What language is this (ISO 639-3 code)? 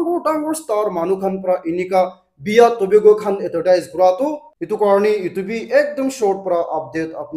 nag